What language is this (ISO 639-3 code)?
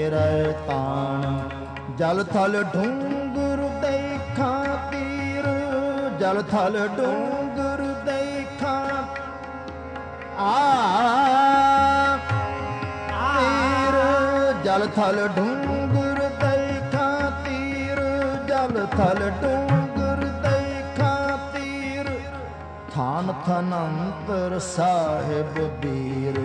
pan